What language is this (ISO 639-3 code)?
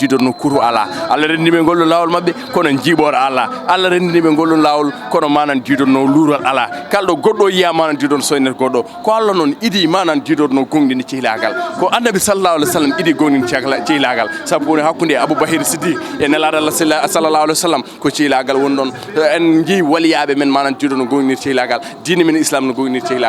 ful